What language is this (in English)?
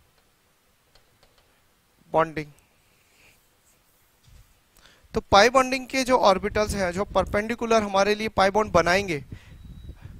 Hindi